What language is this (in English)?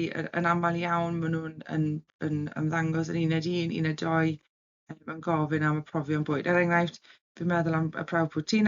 Welsh